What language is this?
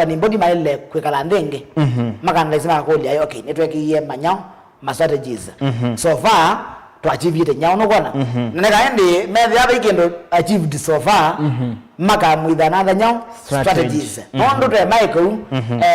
Kamba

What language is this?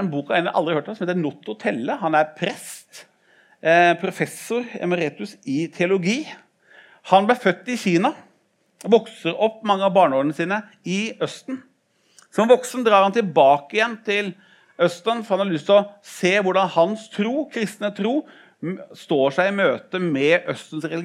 Norwegian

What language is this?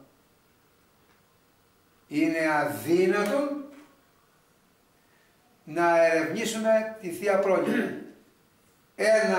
Greek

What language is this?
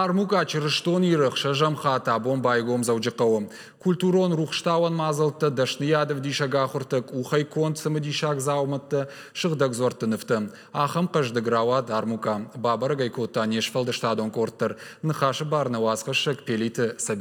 Ossetic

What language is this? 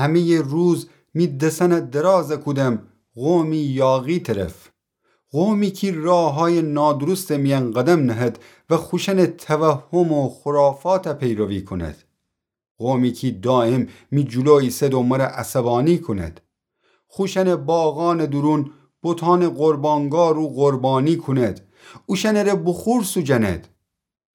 Gilaki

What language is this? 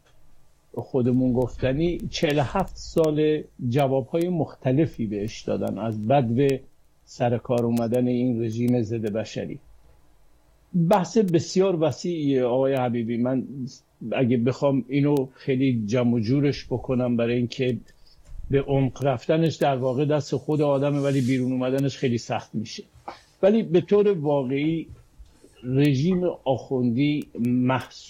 Persian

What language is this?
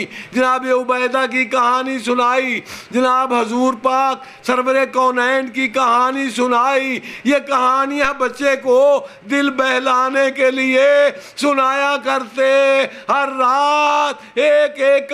Urdu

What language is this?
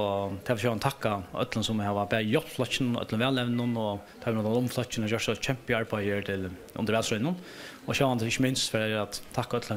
Faroese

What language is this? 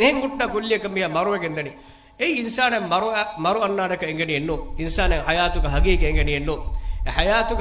Divehi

